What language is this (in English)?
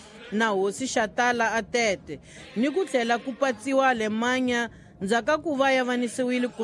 Tsonga